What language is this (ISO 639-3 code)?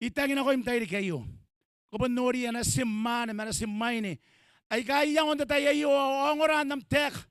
gil